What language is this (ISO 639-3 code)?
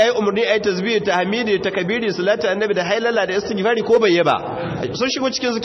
hau